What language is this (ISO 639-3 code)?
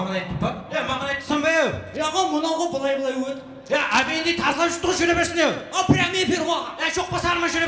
kaa